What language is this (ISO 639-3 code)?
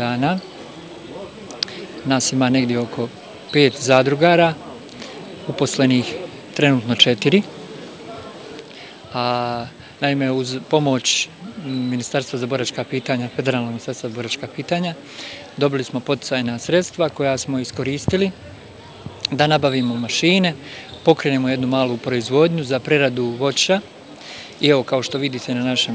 bos